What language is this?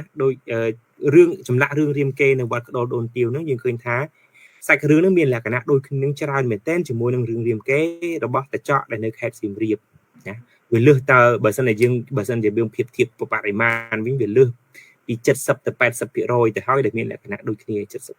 Khmer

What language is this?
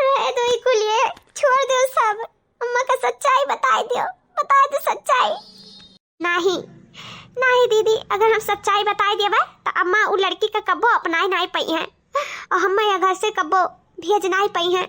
Awadhi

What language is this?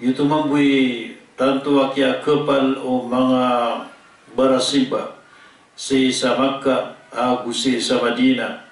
Maranao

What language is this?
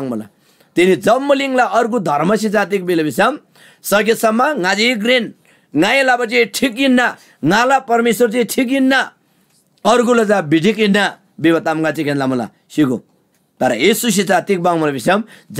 Eastern Tamang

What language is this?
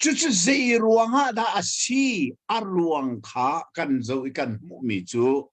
Hakha Chin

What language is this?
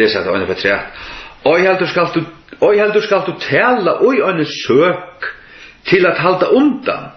Faroese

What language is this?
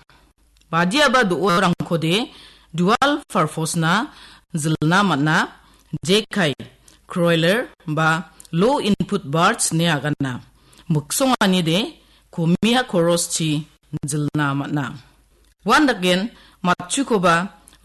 Garo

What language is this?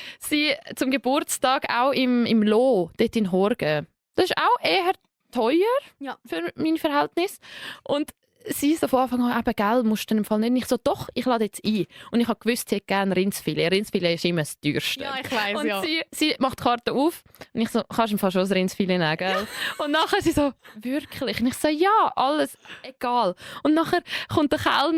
Swiss German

